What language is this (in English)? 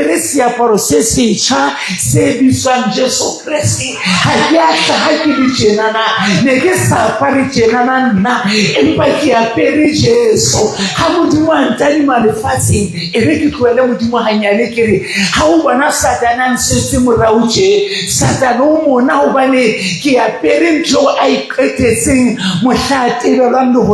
Southern Sotho